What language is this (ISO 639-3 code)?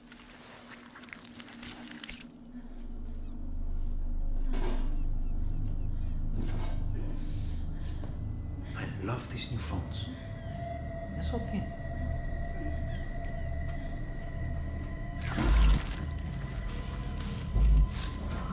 eng